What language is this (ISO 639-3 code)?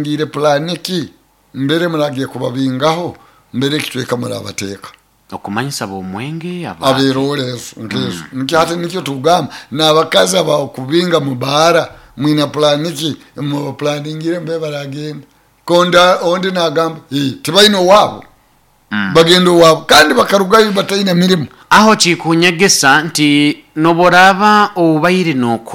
nyo